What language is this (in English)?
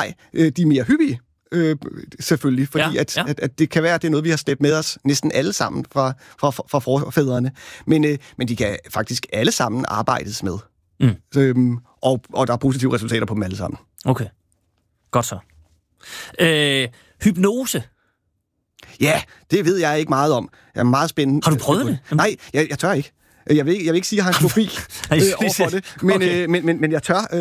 Danish